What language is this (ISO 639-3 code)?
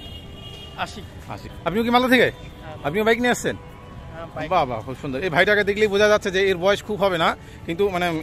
ben